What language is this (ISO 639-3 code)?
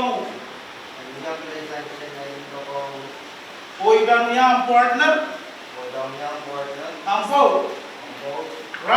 pon